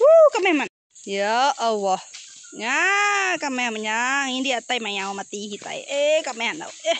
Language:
Iban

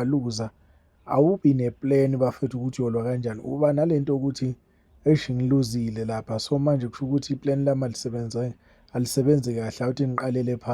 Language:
Zulu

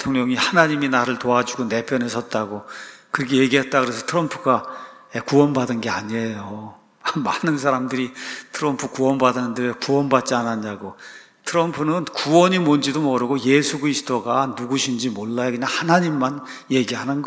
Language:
Korean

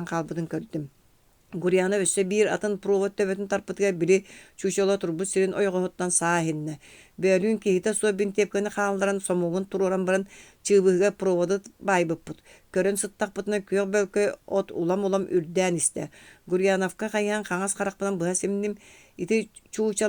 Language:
Yakut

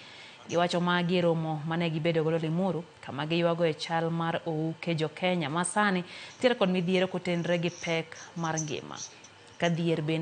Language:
Luo (Kenya and Tanzania)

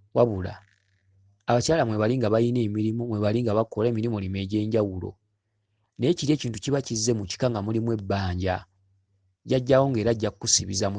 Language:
Ganda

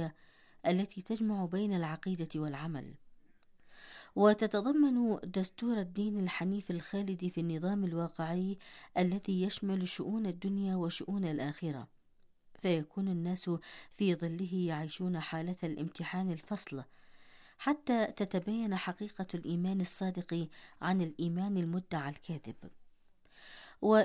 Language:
Arabic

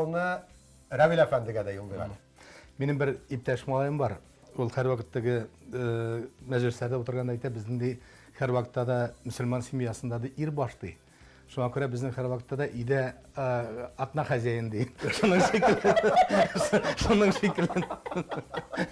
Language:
Tatar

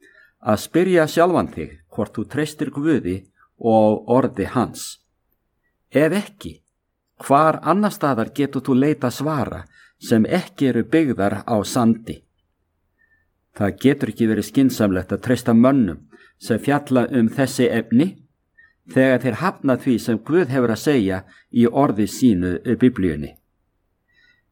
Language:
Icelandic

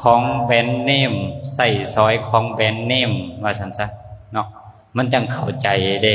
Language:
Lao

